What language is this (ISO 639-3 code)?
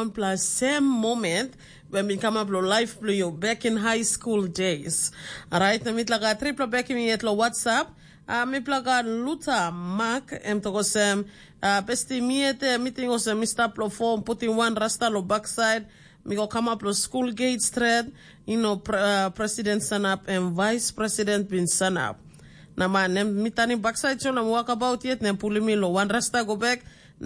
tpi